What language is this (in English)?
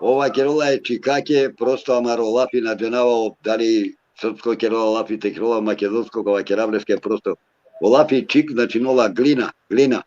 Balkan Romani